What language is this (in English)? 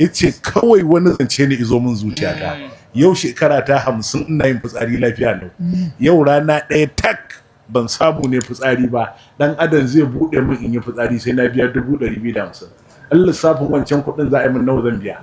Hausa